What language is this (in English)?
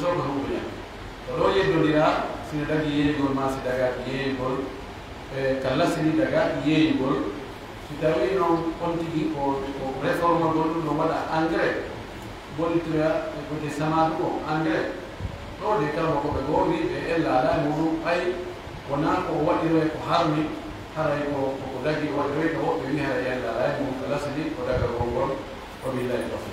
Pular